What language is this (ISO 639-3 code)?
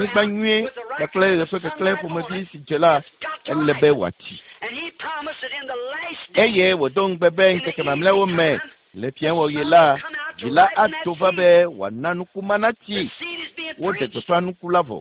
ewe